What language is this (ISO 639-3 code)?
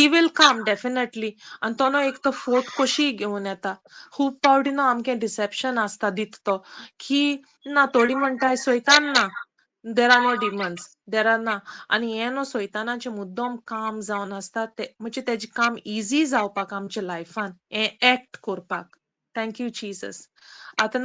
kok